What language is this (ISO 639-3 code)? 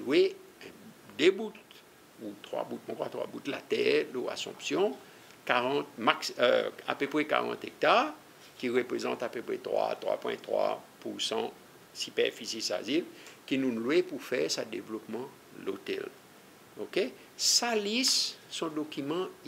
crs